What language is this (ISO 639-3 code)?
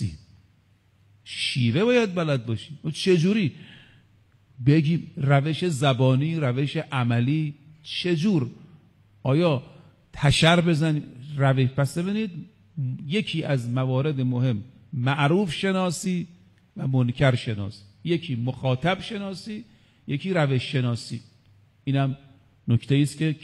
fas